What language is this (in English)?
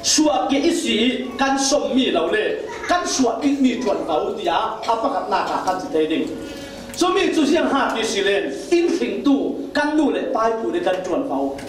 Falam Chin